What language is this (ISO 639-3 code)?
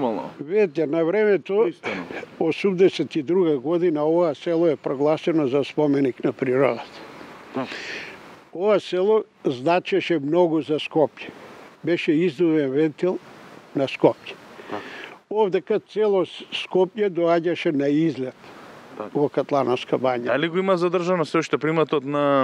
mkd